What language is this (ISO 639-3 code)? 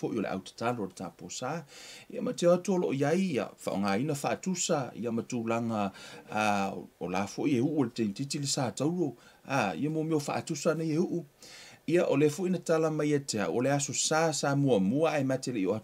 smo